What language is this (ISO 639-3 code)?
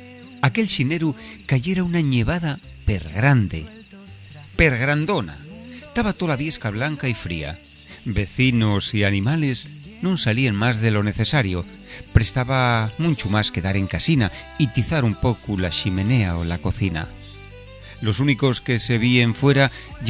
ast